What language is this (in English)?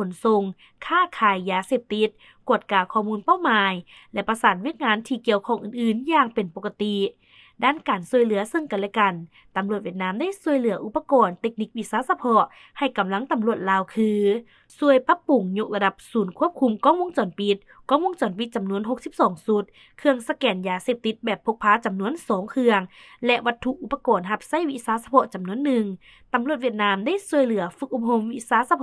Lao